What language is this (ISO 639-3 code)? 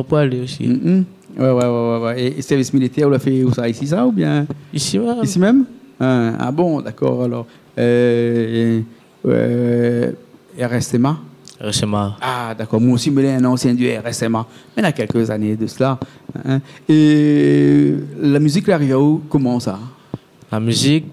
rcf